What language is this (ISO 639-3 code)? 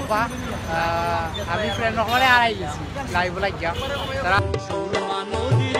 syl